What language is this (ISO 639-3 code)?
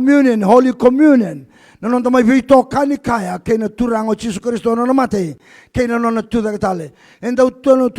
fij